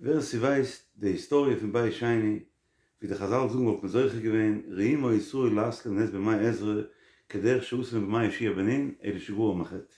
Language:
Yiddish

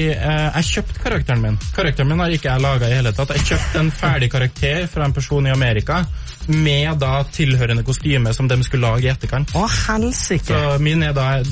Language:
Norwegian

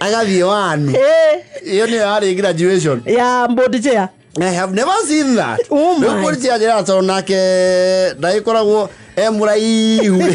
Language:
Kikuyu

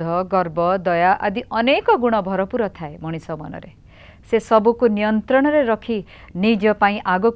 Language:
Odia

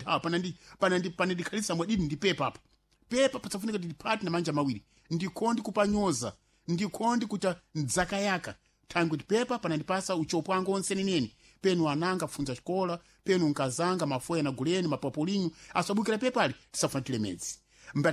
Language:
Sena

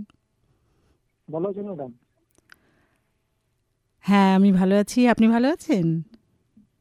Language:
Bangla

